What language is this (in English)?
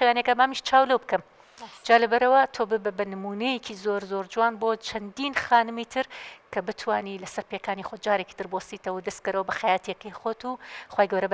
Central Kurdish